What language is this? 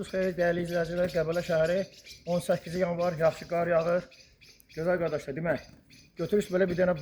Azerbaijani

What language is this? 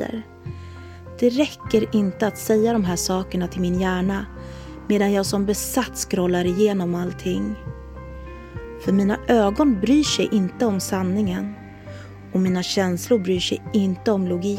Swedish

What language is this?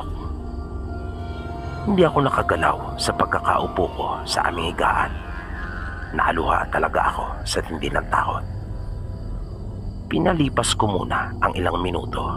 Filipino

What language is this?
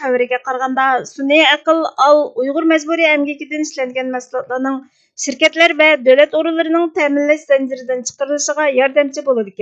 Uyghur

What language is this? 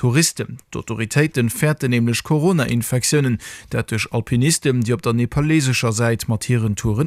Luxembourgish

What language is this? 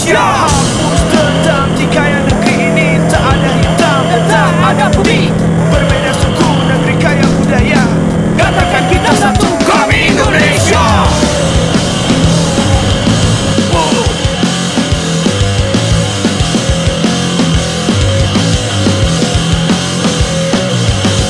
Indonesian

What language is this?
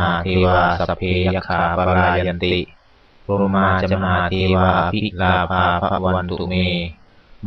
Pali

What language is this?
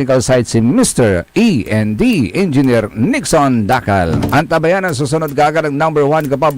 Pangasinan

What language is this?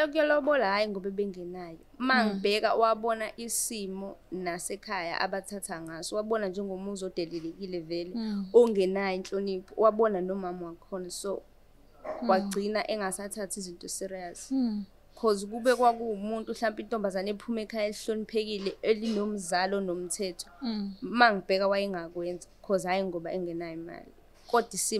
Zulu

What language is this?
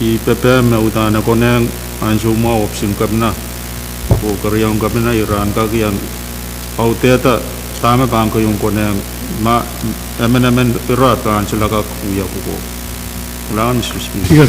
Pohnpeian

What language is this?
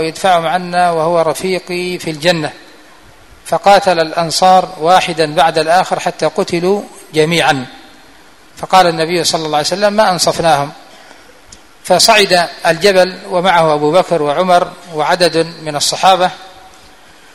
Arabic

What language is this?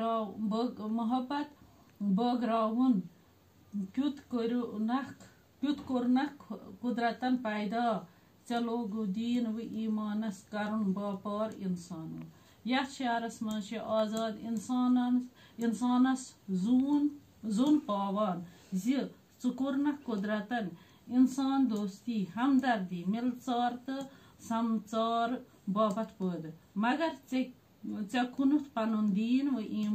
Kashmiri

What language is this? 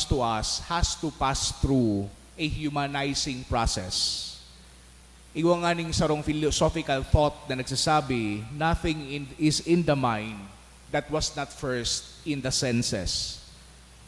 Bikol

